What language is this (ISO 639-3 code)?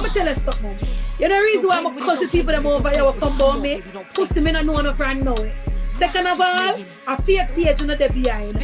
jam